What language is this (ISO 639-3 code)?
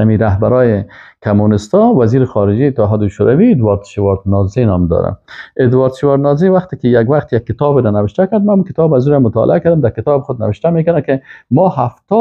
fas